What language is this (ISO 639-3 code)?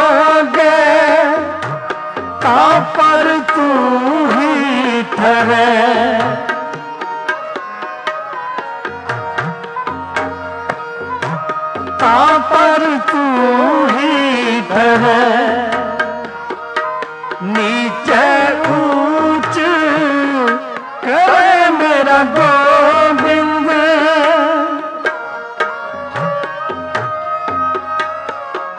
pan